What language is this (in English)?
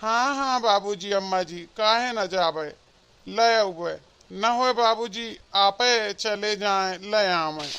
Awadhi